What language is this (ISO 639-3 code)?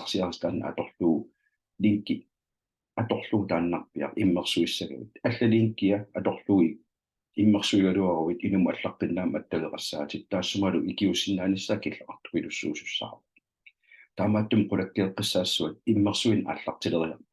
kal